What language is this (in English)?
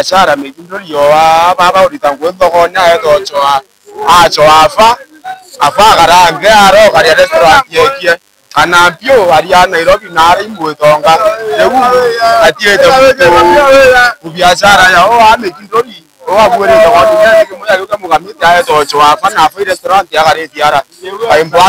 Meru